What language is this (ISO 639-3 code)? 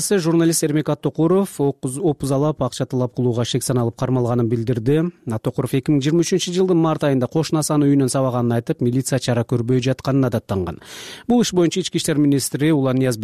kir